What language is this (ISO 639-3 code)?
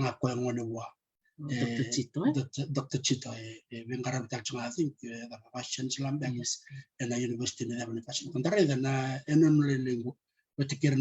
fij